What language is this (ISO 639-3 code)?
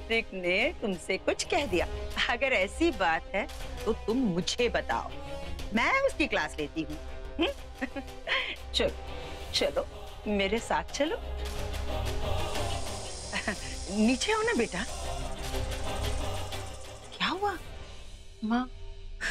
hin